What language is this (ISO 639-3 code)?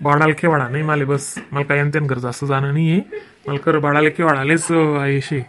khn